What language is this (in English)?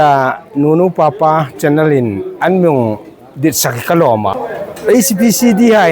Hmar